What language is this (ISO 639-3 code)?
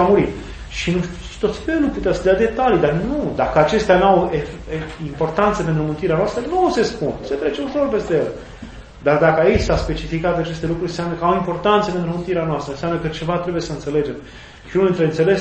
ron